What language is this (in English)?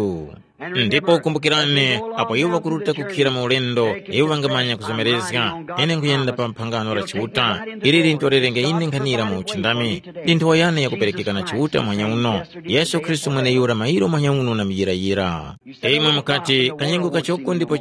Tumbuka